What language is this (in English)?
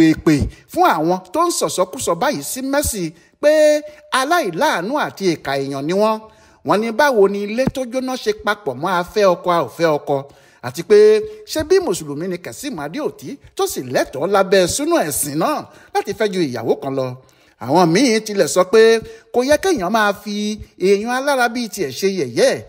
Yoruba